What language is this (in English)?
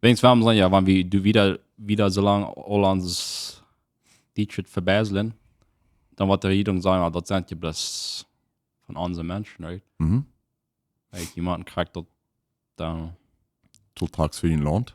Plautdietsch